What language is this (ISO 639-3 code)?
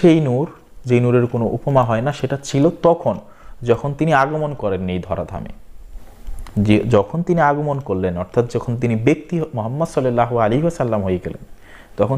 ben